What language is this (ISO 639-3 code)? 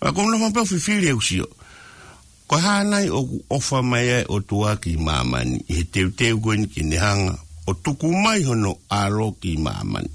ton